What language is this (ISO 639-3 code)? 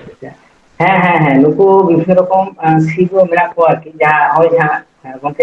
sat